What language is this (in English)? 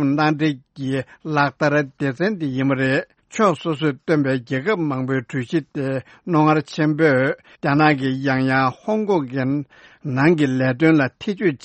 Tibetan